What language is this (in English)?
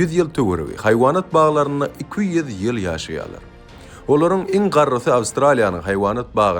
Turkmen